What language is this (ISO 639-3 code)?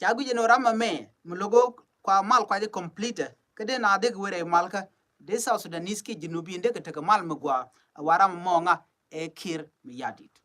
nus